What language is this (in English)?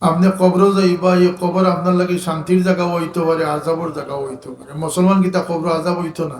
Sylheti